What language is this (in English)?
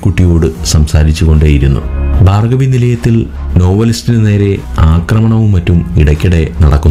Malayalam